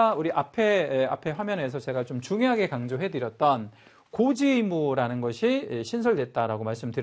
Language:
Korean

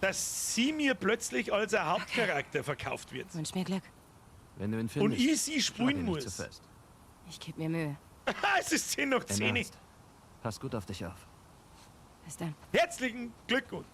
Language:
Bavarian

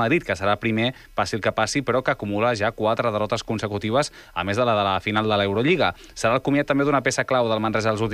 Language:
Catalan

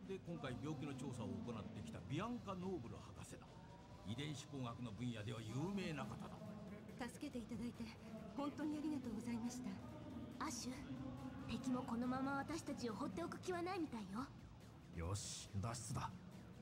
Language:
Japanese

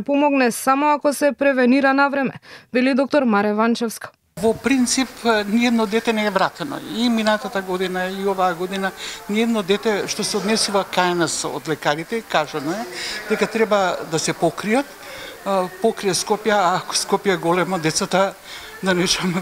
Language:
Macedonian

